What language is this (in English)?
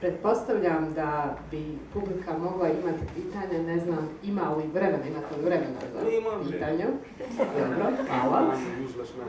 Bosnian